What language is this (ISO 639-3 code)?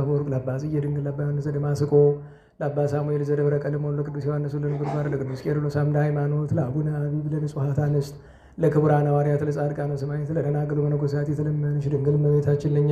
amh